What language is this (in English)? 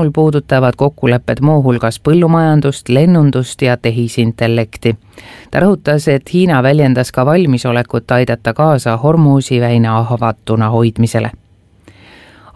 Estonian